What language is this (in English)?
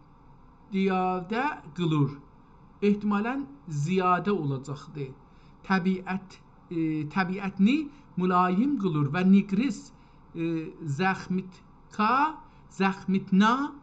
South Azerbaijani